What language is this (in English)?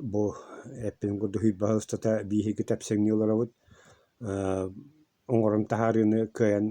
Yakut